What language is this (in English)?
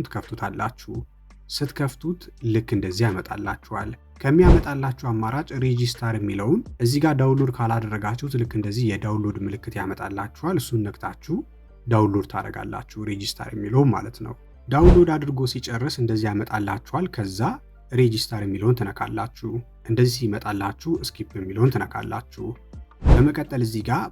Amharic